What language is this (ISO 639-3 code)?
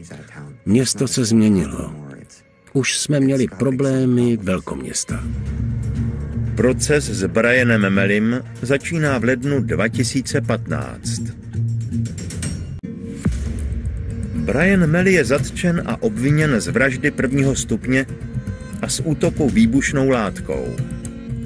ces